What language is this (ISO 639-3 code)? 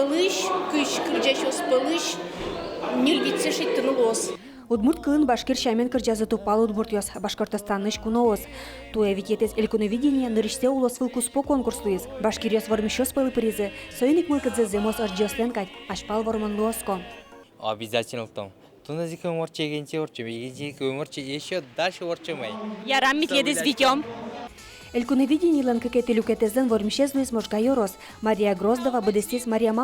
udm